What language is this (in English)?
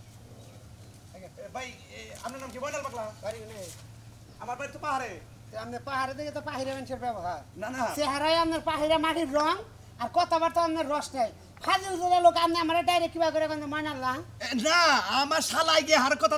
Bangla